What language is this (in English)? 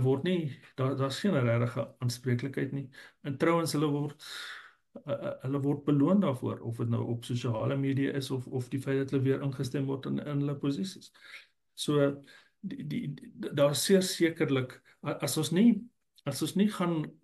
Afrikaans